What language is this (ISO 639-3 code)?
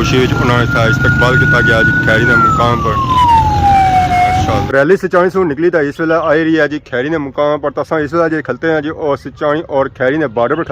phr